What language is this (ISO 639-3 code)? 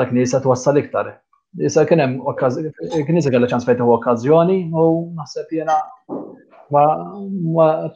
mlt